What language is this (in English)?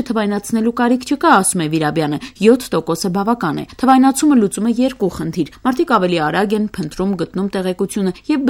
Armenian